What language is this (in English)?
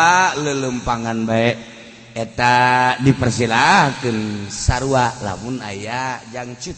Sundanese